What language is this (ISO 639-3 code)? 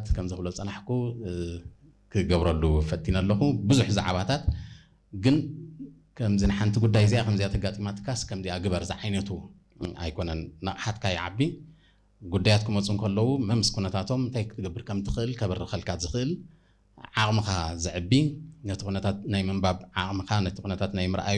tir